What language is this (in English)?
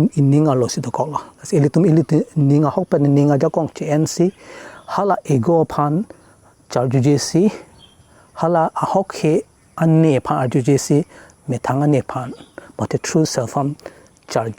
Karbi